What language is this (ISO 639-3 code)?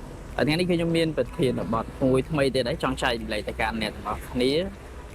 khm